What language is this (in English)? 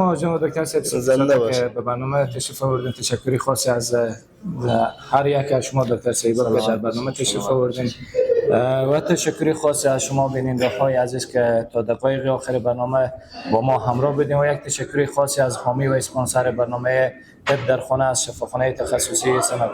Persian